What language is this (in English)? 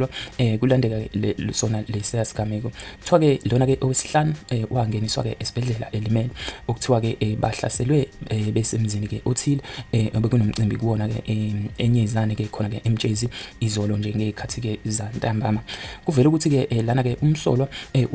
Zulu